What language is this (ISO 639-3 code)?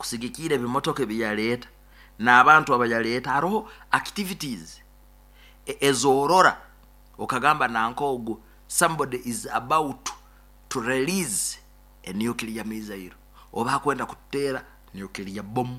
nyn